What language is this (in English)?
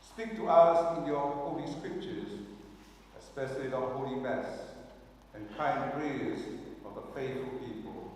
Samoan